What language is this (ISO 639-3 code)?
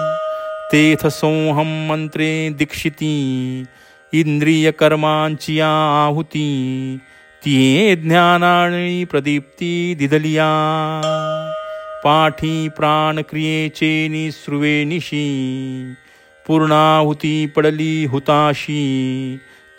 mar